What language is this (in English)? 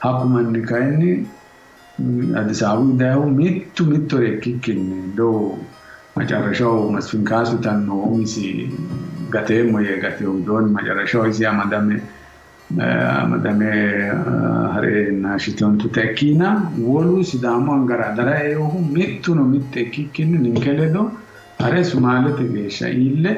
Sidamo